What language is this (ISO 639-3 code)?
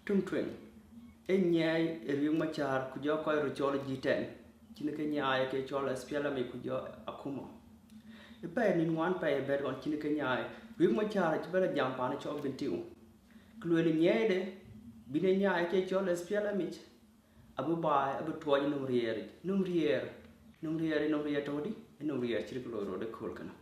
din